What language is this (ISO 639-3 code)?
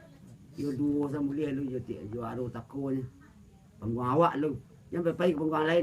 min